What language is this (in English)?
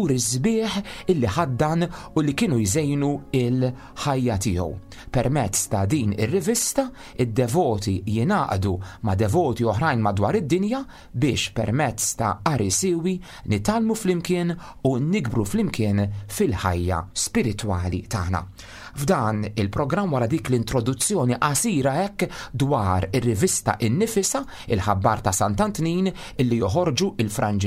Maltese